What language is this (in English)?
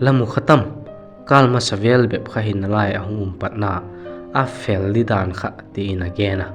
Vaiphei